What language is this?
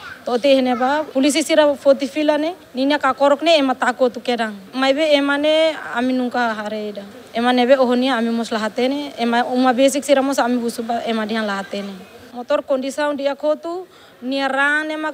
Tetum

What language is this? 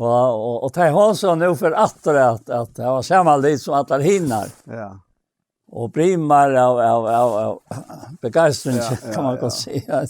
Faroese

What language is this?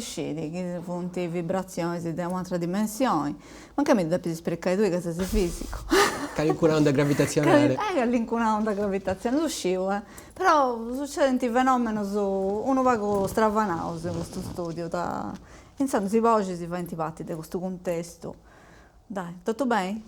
Sardinian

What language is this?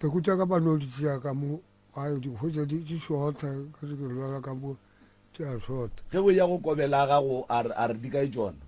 Northern Sotho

